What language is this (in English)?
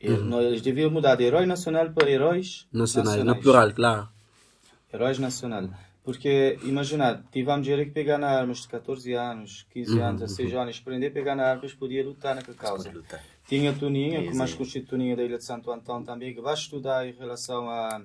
Kabuverdianu